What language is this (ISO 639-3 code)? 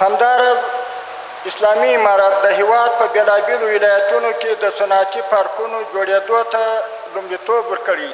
pus